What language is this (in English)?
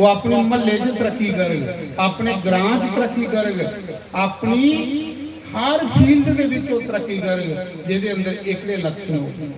Dogri